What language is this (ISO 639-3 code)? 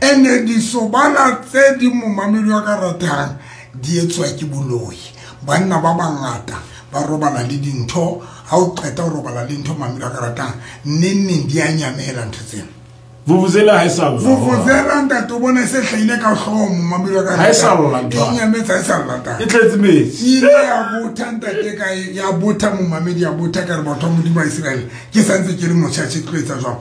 sot